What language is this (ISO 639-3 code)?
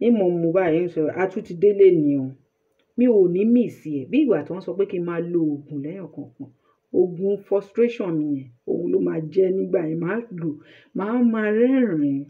yor